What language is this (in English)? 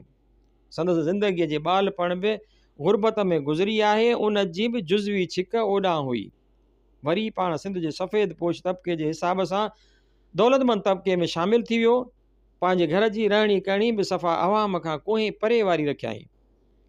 Sindhi